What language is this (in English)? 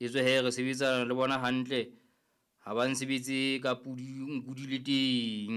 Southern Sotho